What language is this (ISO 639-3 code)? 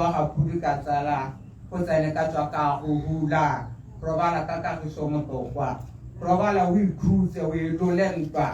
tsn